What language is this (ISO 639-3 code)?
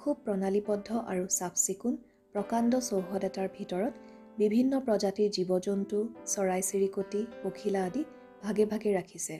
asm